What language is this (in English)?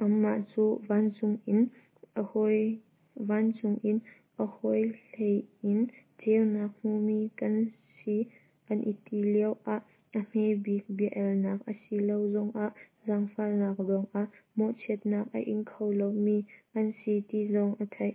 Hakha Chin